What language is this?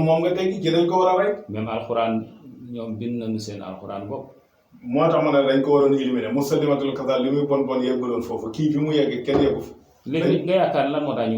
Wolof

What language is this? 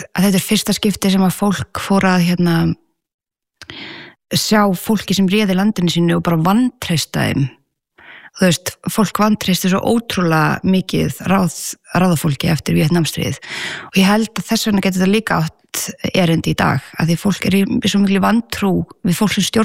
Icelandic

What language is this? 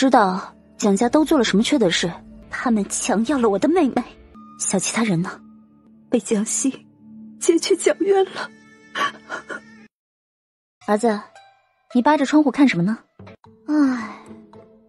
Chinese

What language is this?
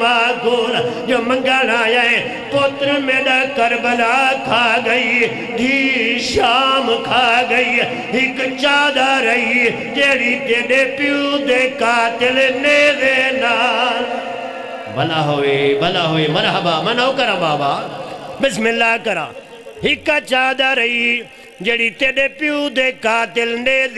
Saraiki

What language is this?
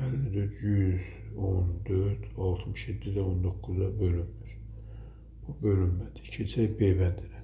Azerbaijani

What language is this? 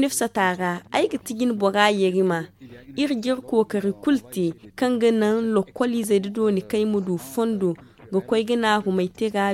Zarma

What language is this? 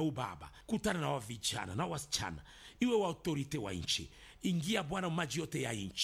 Swahili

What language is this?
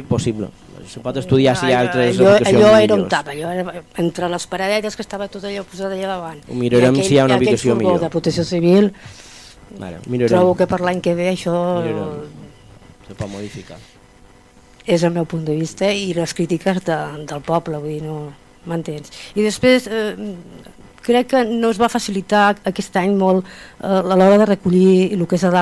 Catalan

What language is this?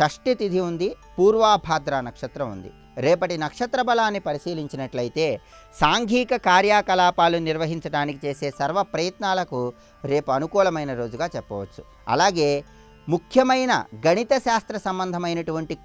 Telugu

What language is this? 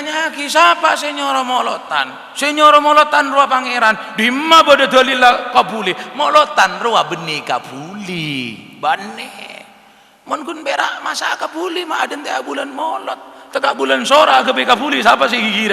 Madurese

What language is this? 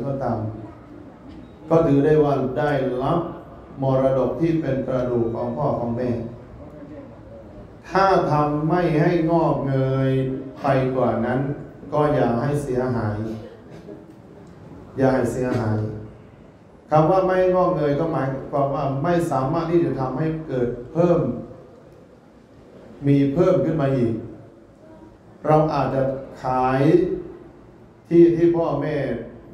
Thai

